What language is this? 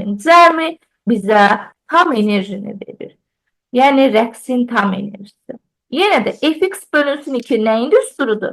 Azerbaijani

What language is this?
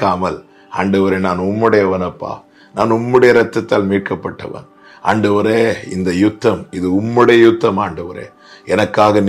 Tamil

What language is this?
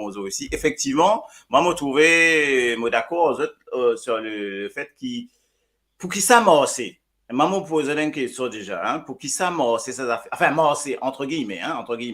Morisyen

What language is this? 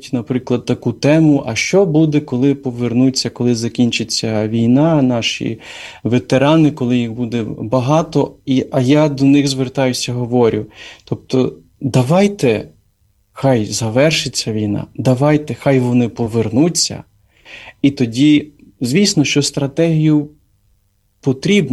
Ukrainian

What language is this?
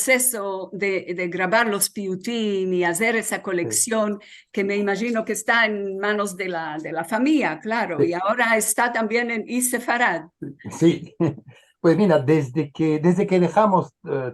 Ladino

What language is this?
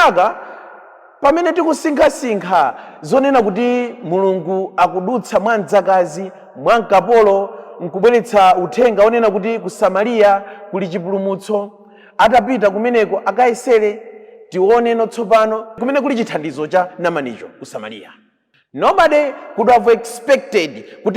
Nyanja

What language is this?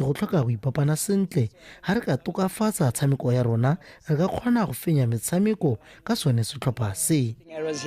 Tswana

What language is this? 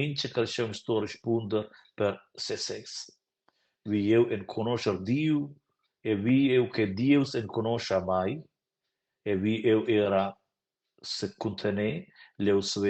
Romansh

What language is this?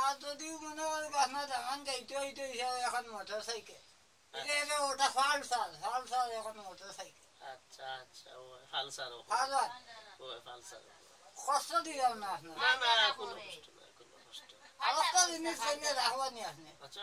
Sylheti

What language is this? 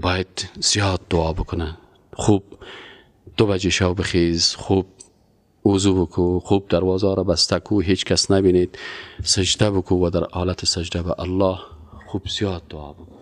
Persian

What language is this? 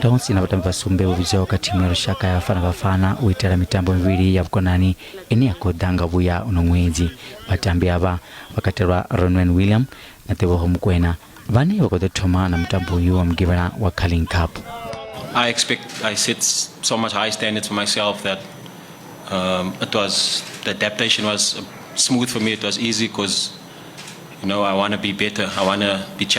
Venda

